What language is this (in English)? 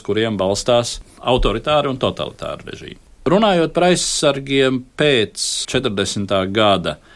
Latvian